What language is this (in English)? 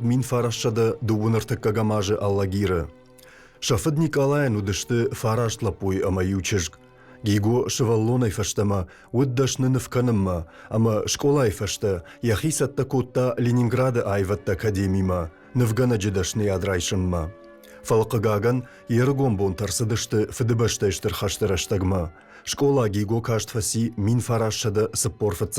Ossetic